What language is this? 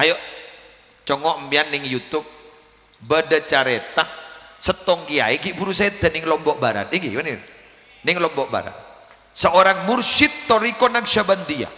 Madurese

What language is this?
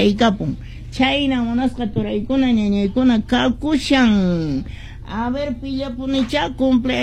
Quechua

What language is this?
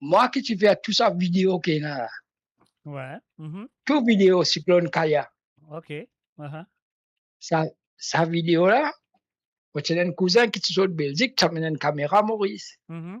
Morisyen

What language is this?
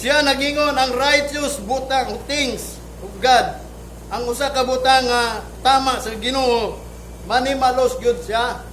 Cebuano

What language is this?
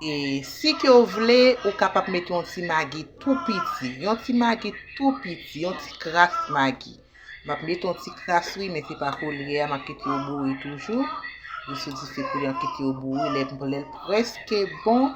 Haitian Creole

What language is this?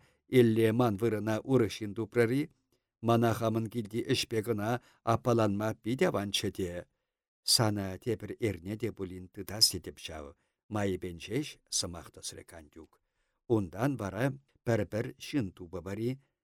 Chuvash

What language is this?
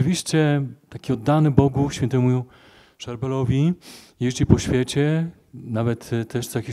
Polish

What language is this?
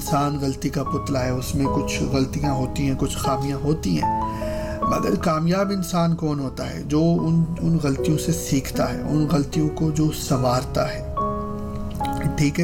Urdu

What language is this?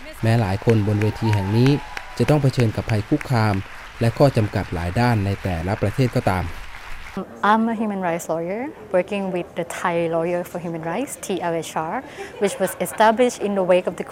Thai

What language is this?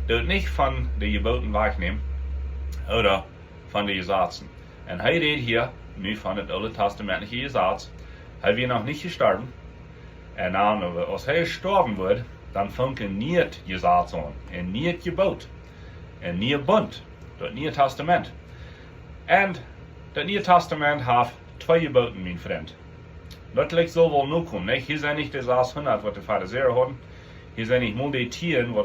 Plautdietsch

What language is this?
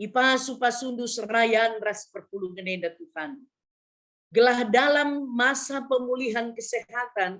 Batak Karo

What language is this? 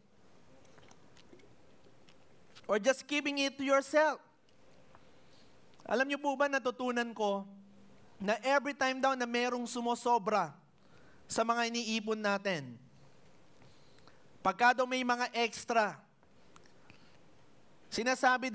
Filipino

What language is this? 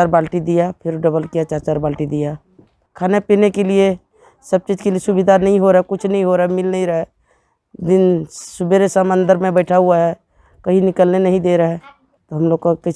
Tangkhul Naga (India)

